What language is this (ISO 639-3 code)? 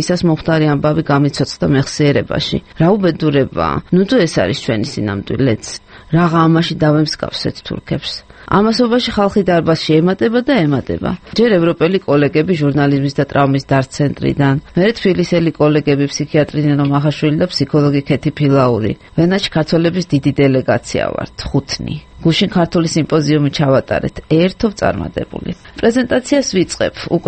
kat